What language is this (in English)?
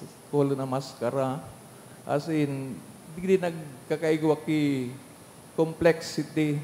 Bikol